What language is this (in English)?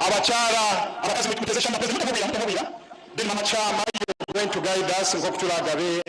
Nyankole